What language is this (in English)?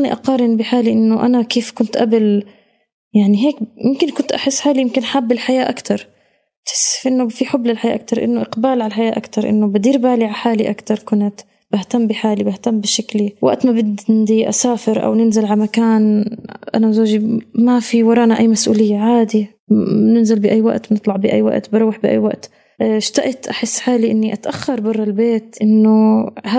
North Levantine Arabic